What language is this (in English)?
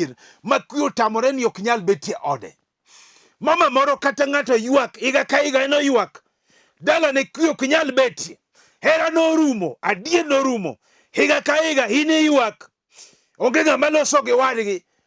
Luo (Kenya and Tanzania)